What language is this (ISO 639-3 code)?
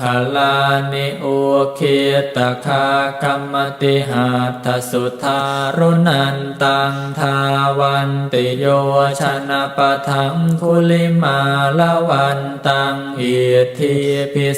pli